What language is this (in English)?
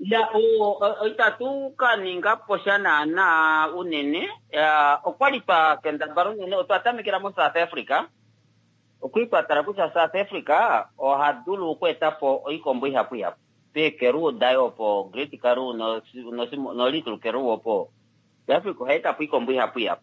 Kuanyama